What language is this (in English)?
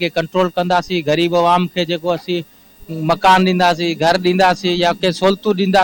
Sindhi